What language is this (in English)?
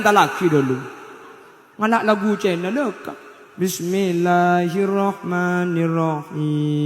Madurese